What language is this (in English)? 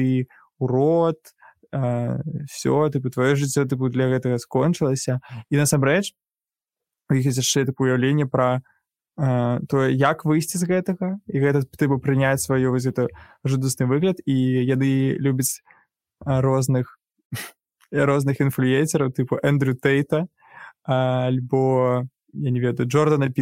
Belarusian